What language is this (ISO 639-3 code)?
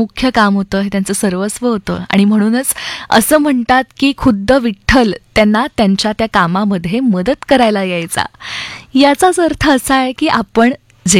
mar